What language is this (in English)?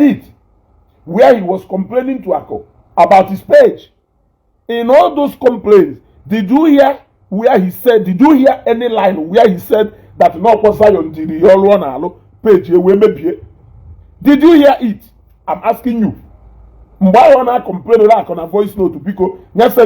Igbo